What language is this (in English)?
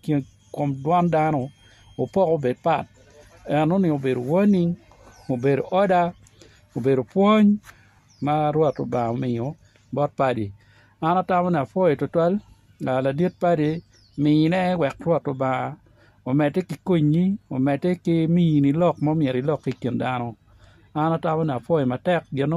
Acoli